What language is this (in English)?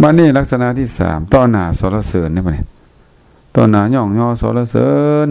Lao